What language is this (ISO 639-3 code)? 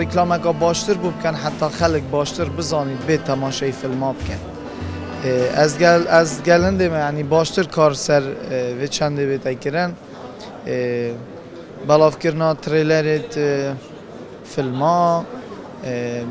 kur